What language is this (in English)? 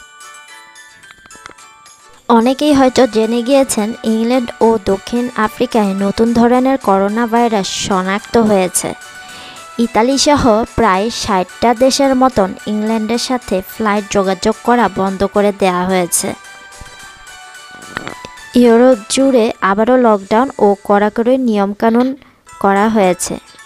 Bangla